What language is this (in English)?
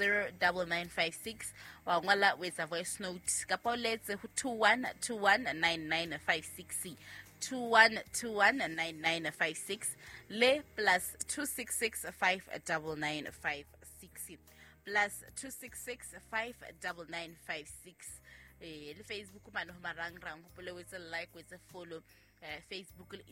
Southern Sotho